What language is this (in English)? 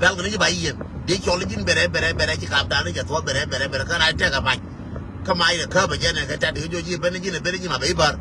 Nuer